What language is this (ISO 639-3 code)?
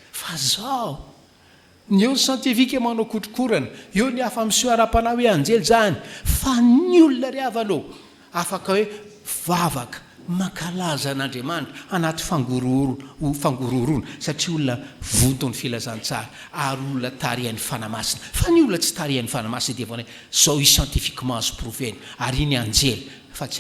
mlg